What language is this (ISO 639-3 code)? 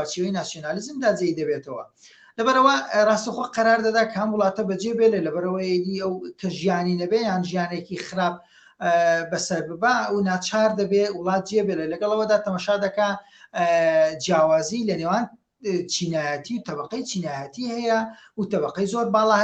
ckb